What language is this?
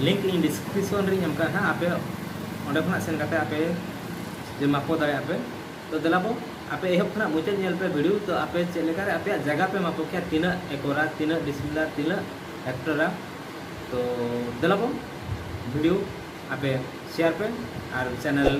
Santali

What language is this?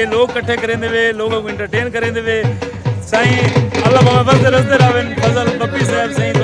Saraiki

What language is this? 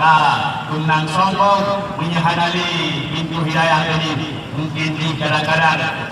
Achinese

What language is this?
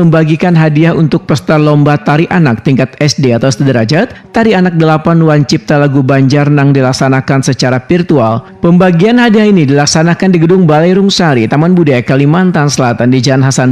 Banjar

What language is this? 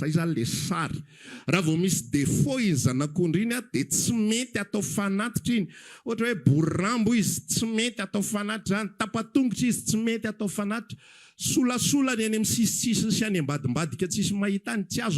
Malagasy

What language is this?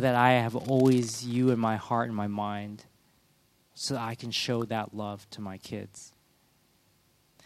English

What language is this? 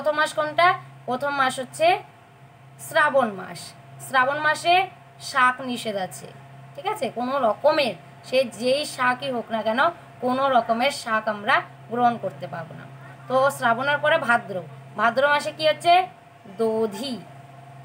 Bangla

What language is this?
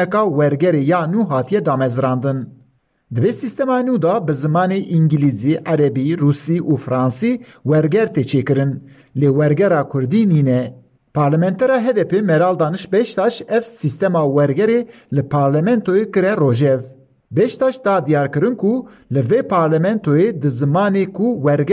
Kurdish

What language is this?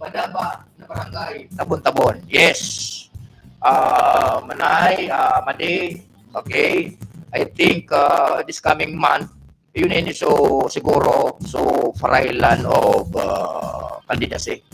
Bikol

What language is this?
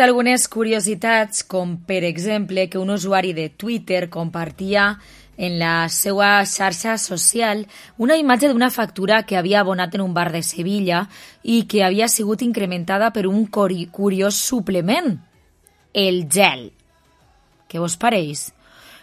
Catalan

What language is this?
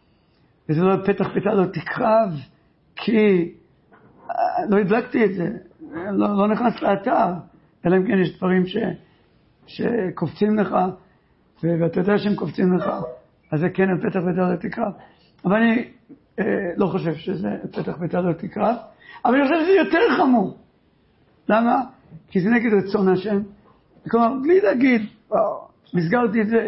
Hebrew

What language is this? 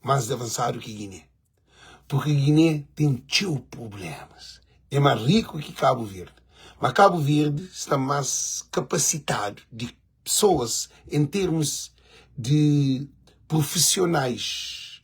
Kabuverdianu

